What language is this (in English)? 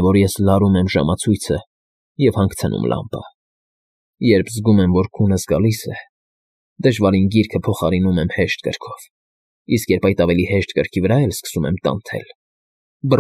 Armenian